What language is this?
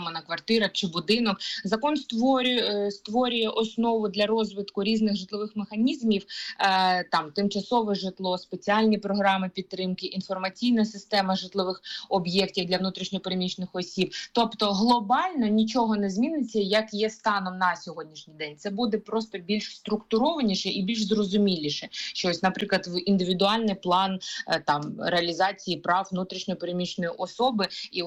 Ukrainian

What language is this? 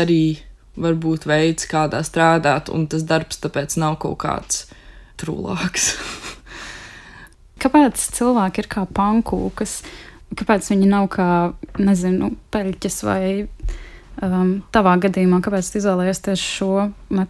Latvian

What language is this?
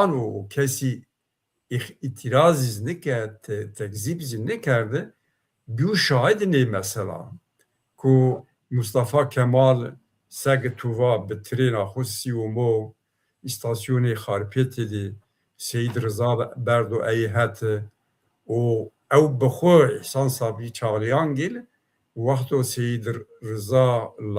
Zaza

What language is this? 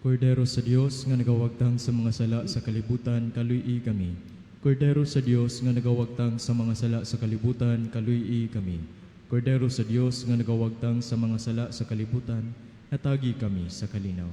Cebuano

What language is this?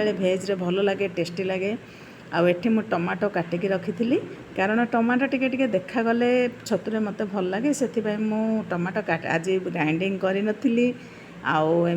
Odia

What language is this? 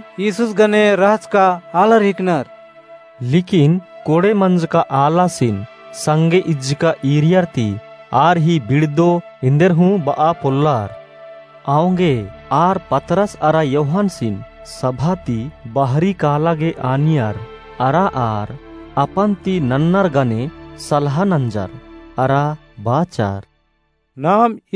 Kurukh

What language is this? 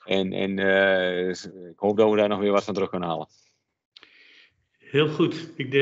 Dutch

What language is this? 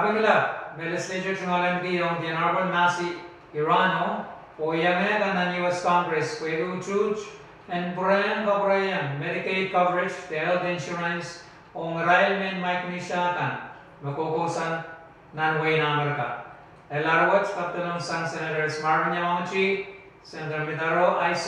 Pohnpeian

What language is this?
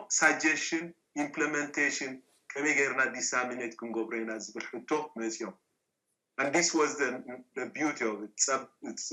Tigrinya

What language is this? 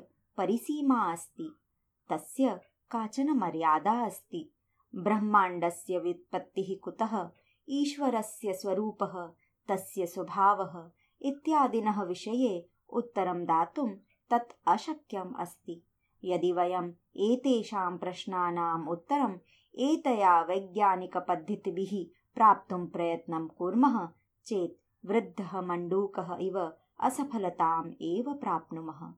Sanskrit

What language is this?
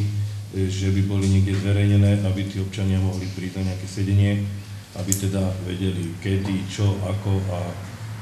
Slovak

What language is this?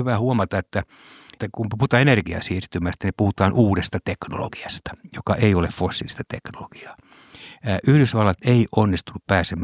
Finnish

